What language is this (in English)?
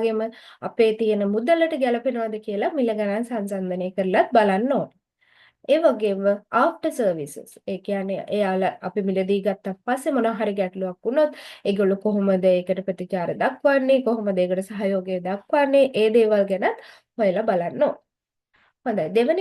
Sinhala